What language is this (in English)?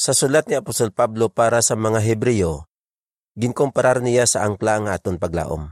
Hiligaynon